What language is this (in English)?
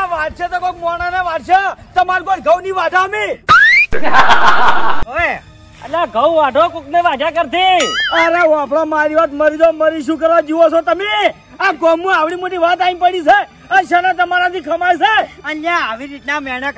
Gujarati